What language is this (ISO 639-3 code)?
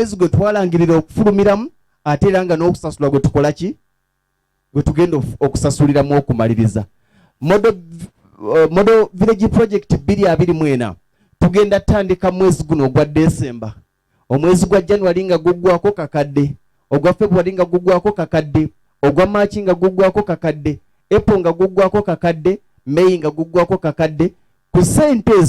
lug